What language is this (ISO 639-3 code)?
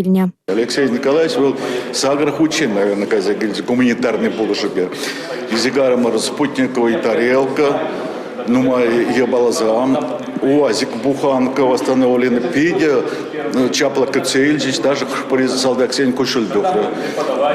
chv